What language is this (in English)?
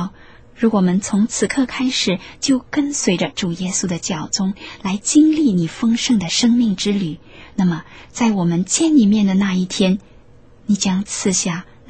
Chinese